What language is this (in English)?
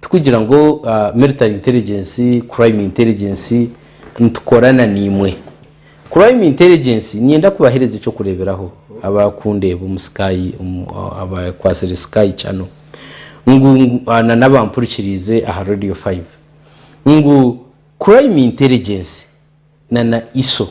Nyankole